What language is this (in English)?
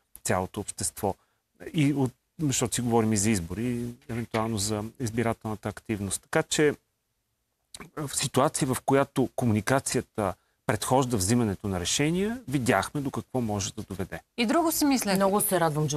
Bulgarian